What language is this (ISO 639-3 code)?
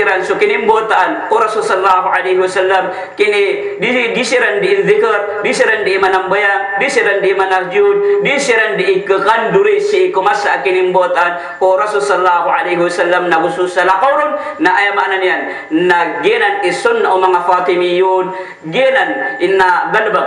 mrw